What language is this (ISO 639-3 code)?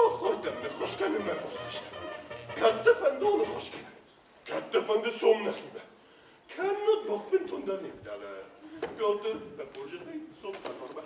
oss